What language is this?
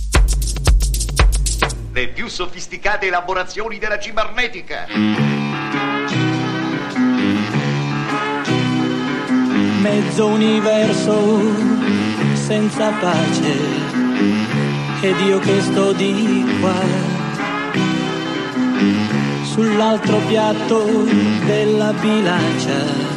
Italian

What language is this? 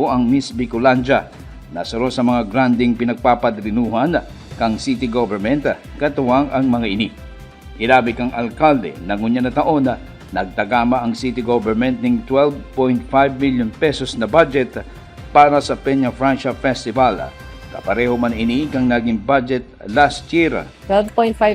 Bikol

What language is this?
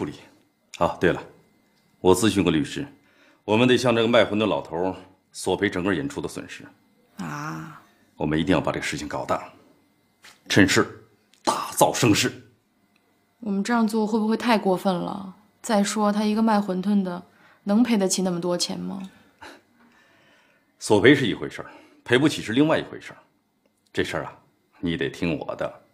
Chinese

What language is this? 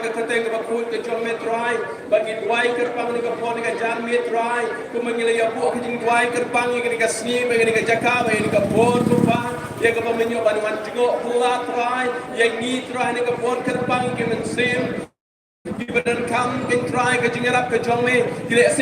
Khasi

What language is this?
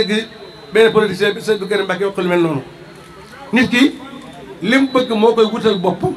Wolof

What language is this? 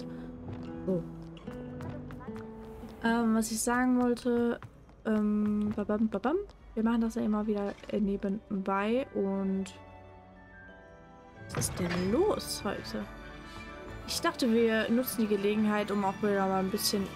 German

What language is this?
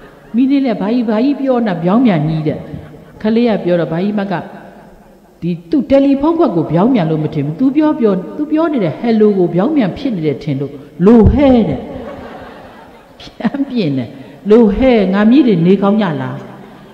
Burmese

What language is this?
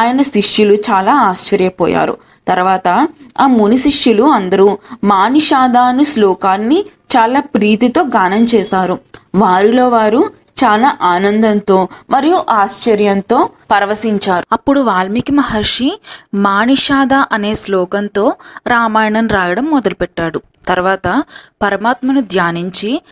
Telugu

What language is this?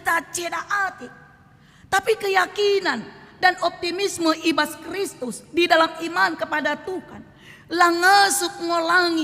Batak Karo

